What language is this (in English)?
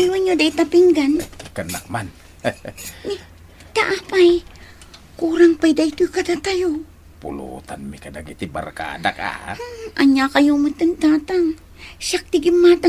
Iloko